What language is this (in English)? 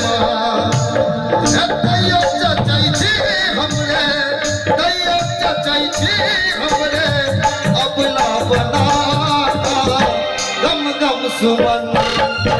Maithili